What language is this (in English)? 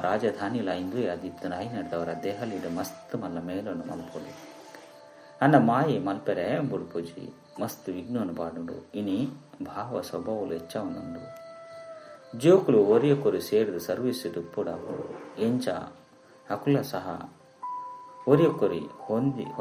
Tulu